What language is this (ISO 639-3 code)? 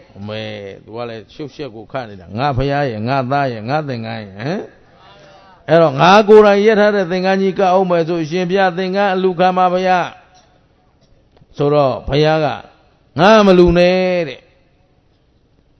mya